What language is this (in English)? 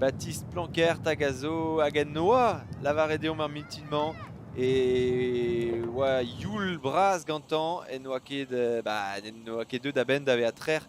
Breton